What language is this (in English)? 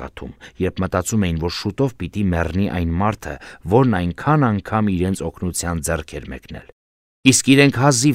Armenian